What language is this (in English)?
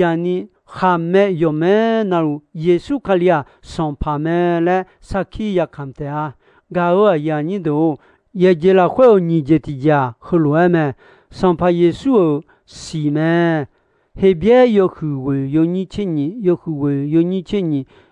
Akha